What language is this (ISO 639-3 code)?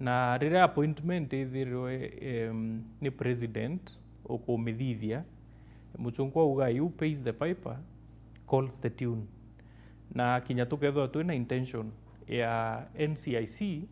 mer